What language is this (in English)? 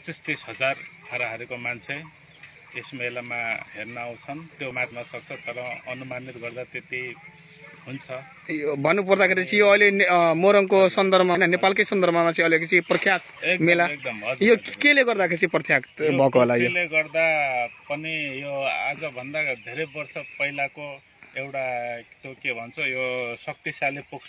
Nepali